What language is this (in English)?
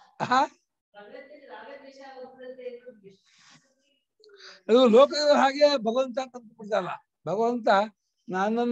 Kannada